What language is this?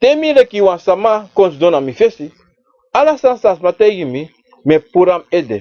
Sranan Tongo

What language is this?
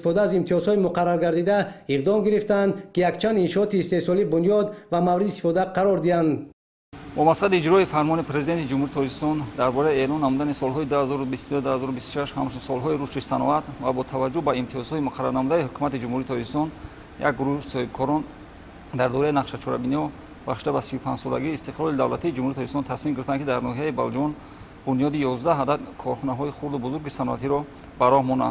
Tajik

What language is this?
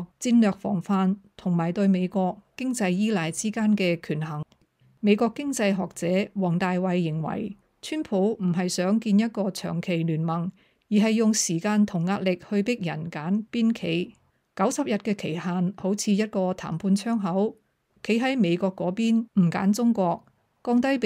Cantonese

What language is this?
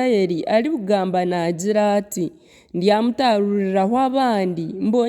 Nyankole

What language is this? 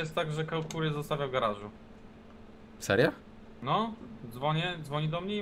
Polish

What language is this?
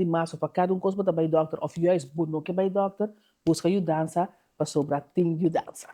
Papiamento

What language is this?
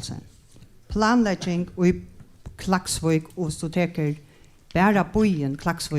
Faroese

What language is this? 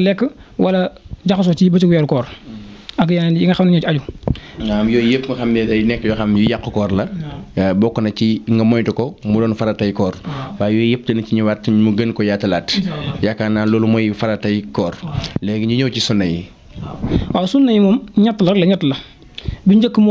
Wolof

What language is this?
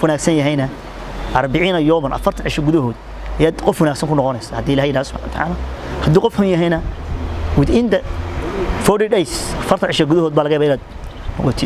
Somali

